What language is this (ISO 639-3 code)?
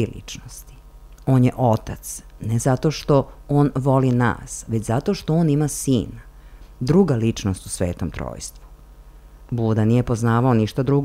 srp